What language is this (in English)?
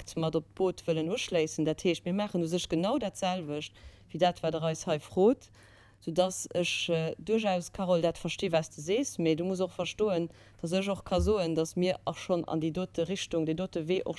Luxembourgish